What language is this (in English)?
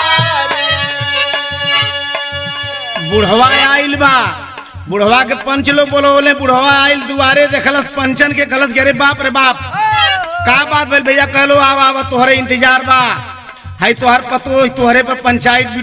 Bhojpuri